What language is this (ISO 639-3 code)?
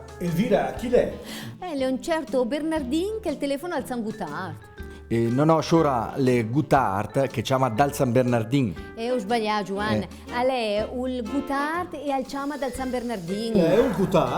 lmo